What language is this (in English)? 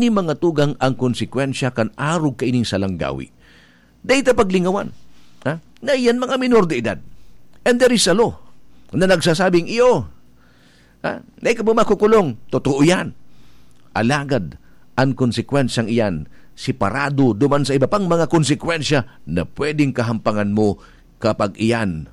Bikol